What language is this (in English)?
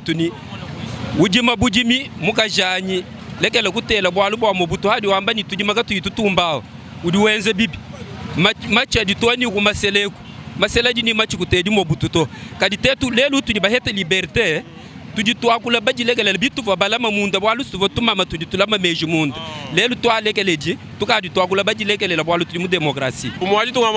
Luba-Lulua